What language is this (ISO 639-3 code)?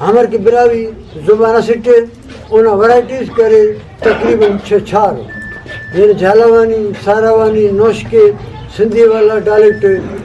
brh